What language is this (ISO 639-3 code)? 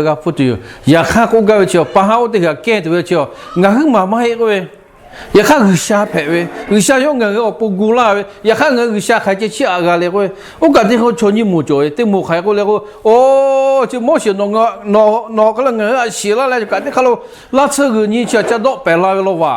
lhu